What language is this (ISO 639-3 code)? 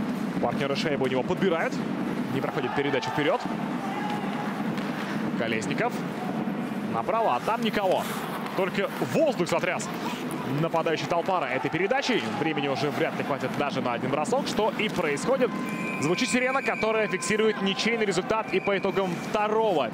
rus